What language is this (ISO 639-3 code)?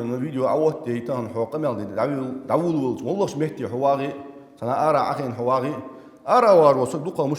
inh